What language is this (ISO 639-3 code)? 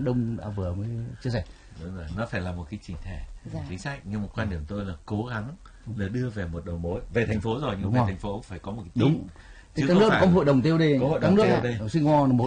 vie